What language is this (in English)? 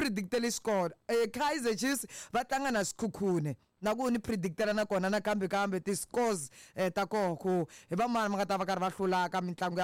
Tsonga